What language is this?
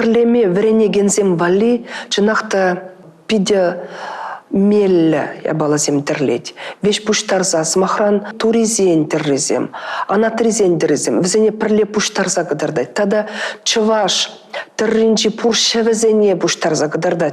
Chuvash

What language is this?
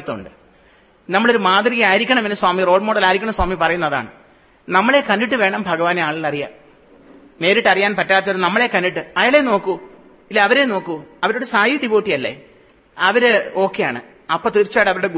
Malayalam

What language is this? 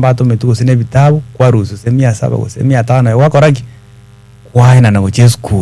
Gusii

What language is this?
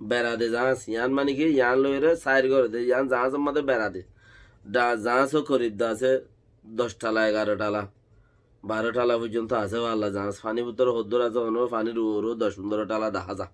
Rohingya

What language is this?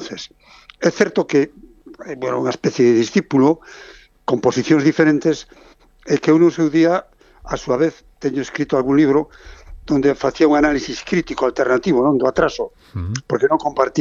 Galician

